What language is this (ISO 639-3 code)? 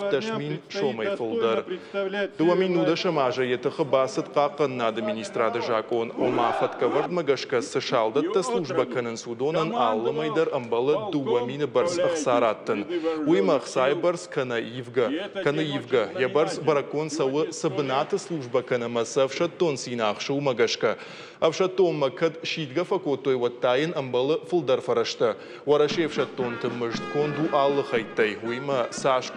oss